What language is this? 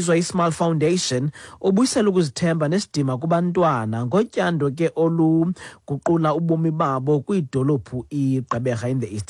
Xhosa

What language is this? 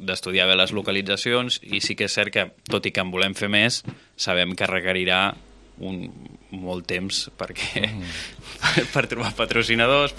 Catalan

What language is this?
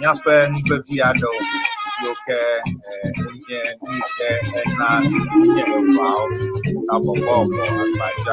Ewe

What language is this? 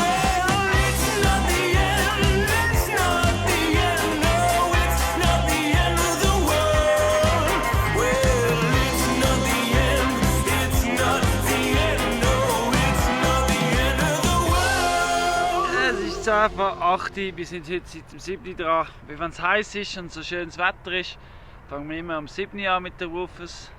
Swiss German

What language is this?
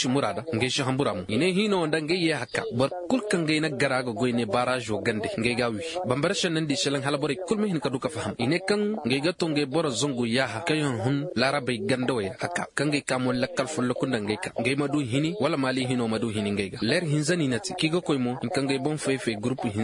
Zarma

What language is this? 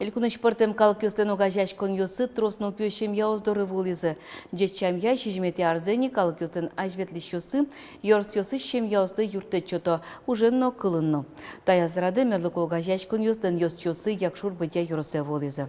Udmurt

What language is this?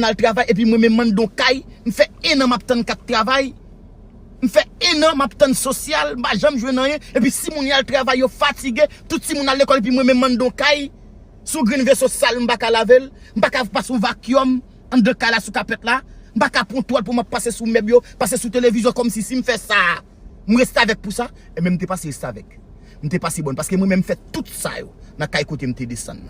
Haitian Creole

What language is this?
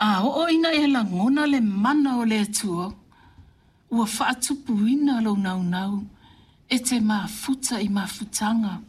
Samoan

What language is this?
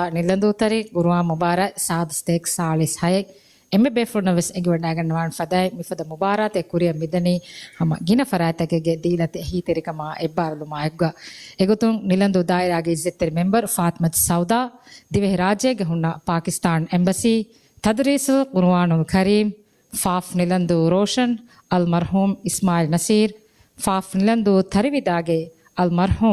Divehi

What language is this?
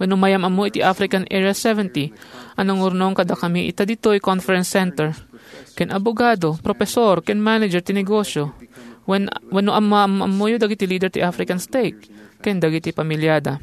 Iloko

